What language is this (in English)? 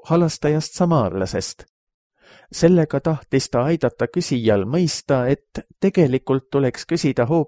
Estonian